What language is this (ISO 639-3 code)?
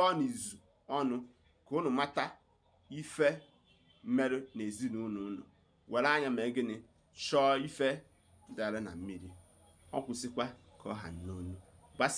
ibo